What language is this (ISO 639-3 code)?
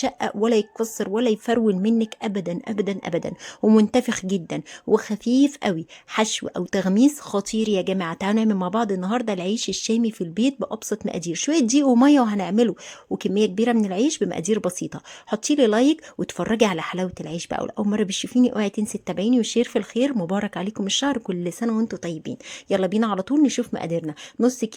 arz